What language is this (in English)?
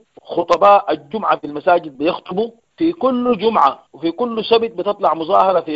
Sudanese Arabic